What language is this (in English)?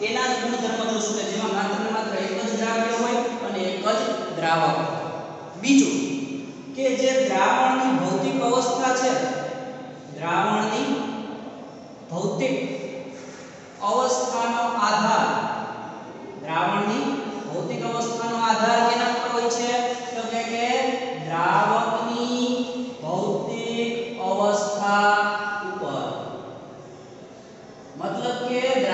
Gujarati